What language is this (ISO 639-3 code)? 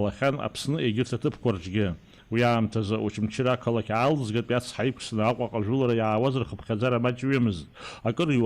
abk